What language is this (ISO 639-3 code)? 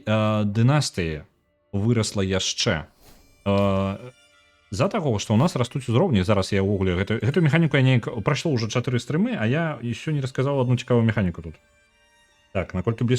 bel